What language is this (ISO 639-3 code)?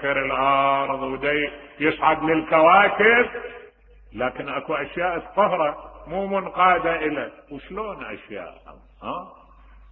acm